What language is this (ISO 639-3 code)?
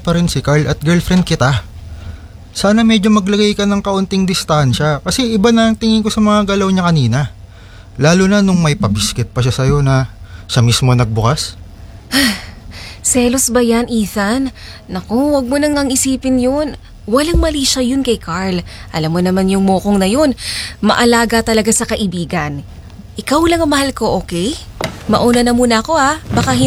fil